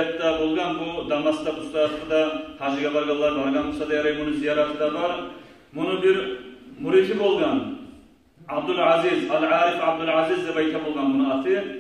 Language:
Kumyk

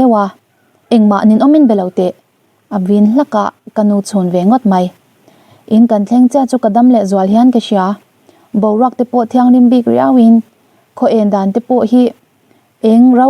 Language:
Mizo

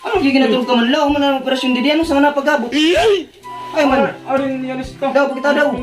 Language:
Waray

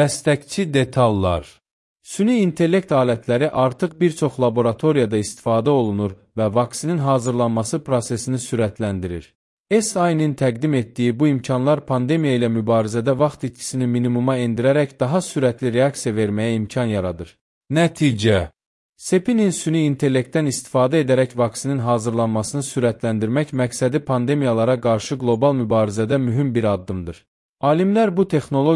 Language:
Azerbaijani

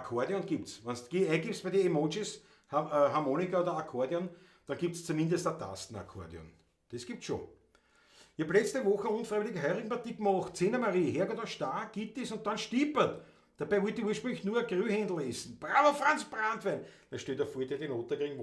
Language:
Bavarian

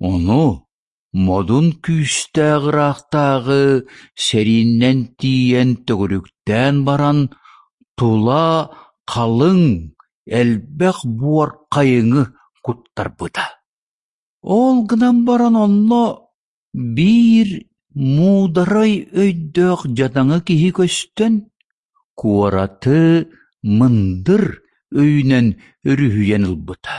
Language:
Yakut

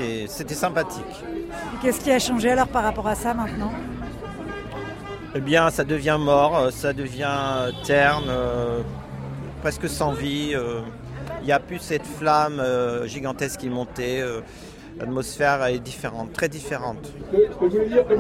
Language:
French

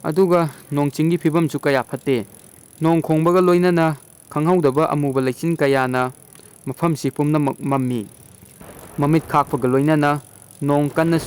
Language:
Manipuri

